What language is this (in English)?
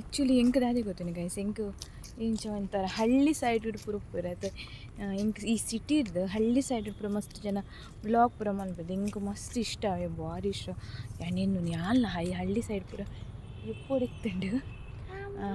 Tulu